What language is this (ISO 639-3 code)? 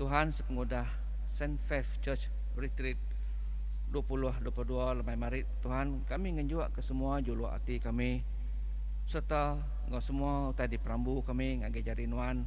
iba